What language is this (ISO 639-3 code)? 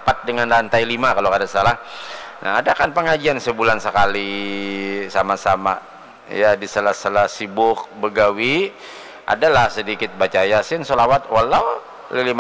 bjn